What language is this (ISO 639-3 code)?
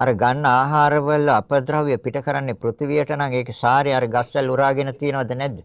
sin